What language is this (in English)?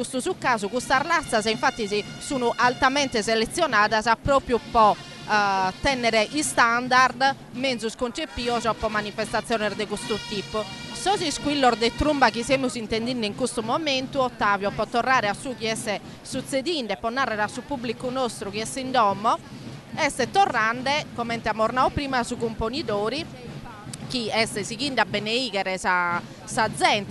Sardinian